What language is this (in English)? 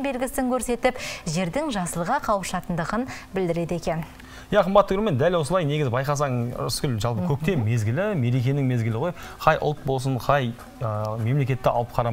Kazakh